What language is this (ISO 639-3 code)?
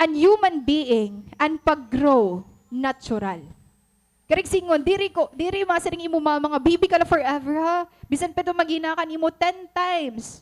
war